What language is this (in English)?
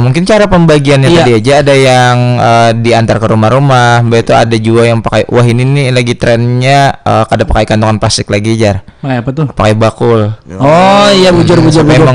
Banjar